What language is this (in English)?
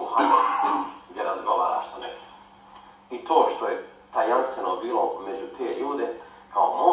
Bosnian